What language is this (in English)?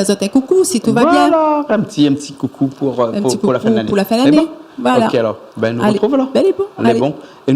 Réunion Creole French